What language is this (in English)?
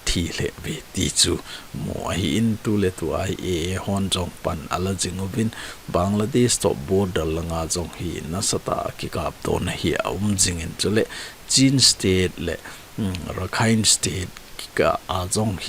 Thado Chin